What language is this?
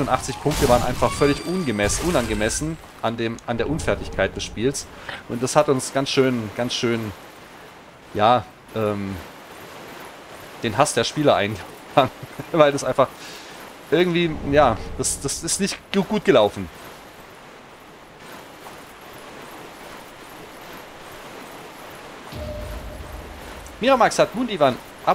German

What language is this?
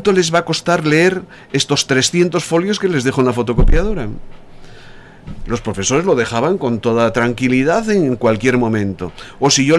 Spanish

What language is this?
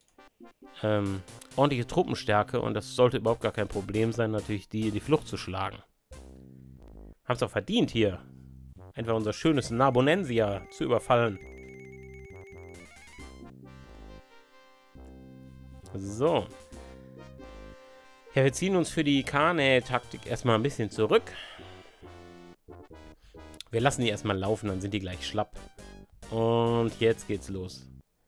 German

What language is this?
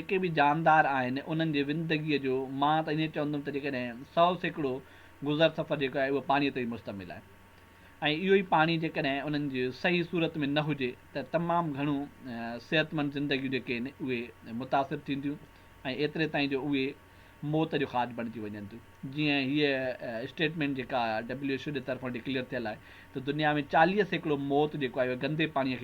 Sindhi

